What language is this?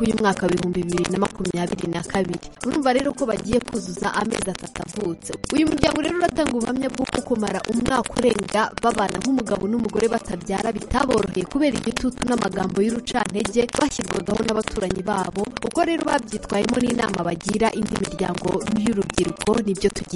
Kinyarwanda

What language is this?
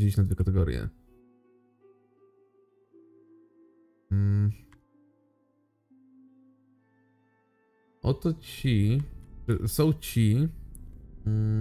Polish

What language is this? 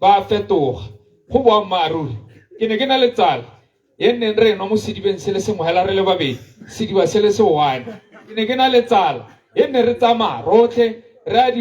Tswana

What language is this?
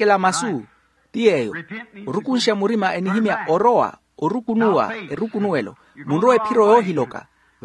Makhuwa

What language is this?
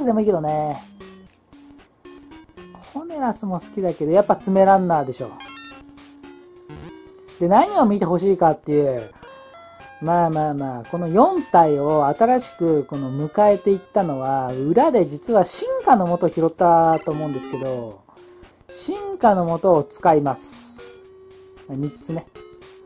Japanese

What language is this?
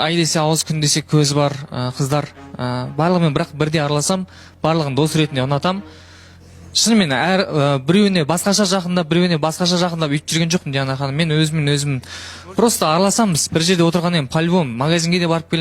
Kazakh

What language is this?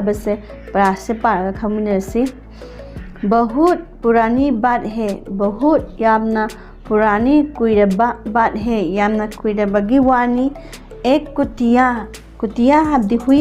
Manipuri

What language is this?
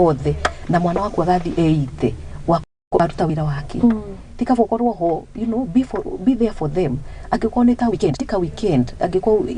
Kikuyu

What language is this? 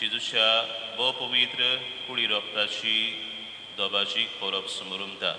Konkani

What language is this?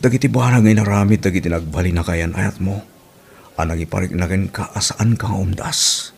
Iloko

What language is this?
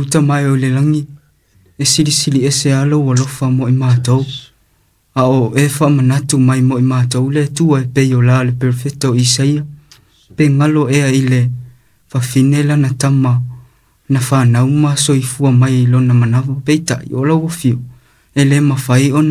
Samoan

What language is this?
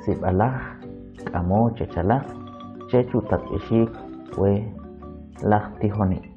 Kʼicheʼ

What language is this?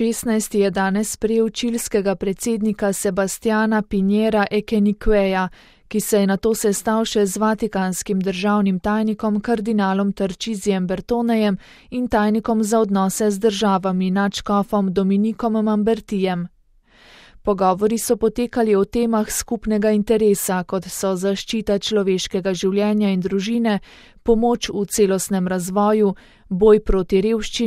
Slovenian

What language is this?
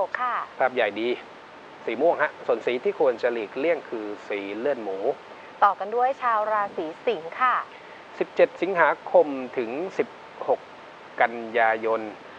Thai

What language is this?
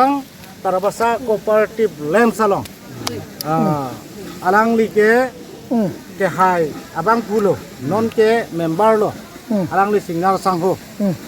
Karbi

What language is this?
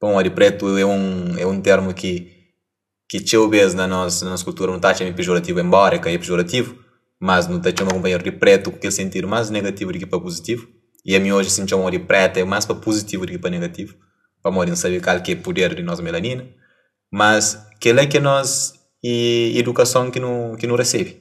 Kabuverdianu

